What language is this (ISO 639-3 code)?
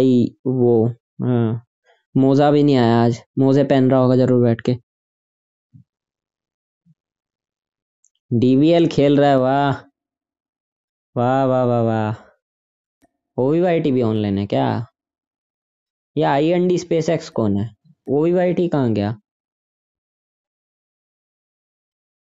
hin